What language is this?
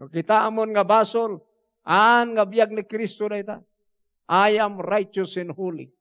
Iloko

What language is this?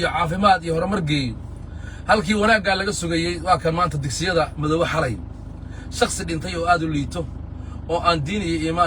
Somali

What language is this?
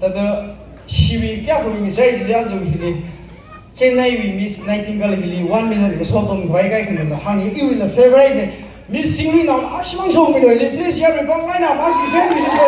Tangkhul Naga (India)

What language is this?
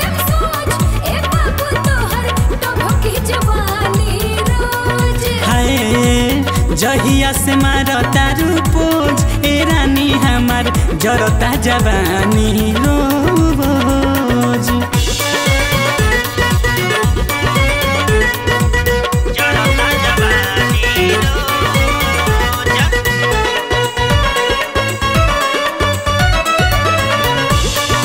Bhojpuri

